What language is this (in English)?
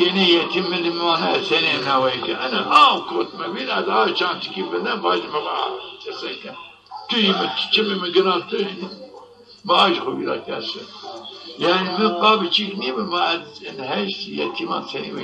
Zaza